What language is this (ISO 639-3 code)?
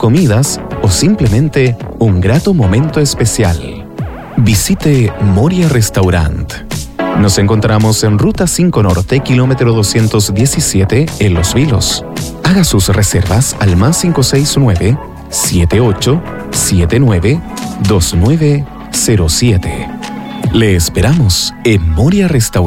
spa